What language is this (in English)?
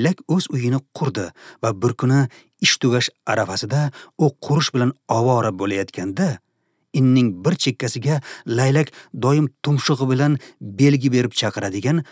Uzbek